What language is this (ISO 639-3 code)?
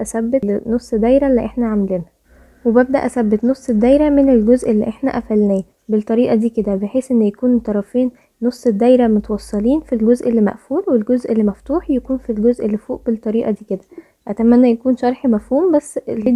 arz